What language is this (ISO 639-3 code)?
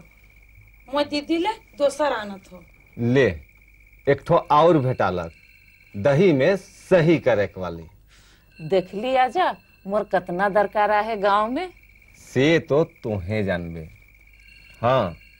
sck